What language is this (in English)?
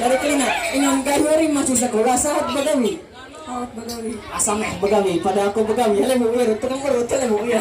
Ma'anyan